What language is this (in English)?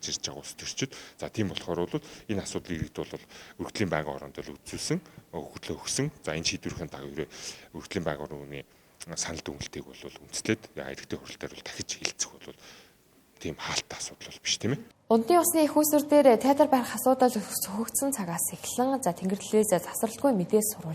Mongolian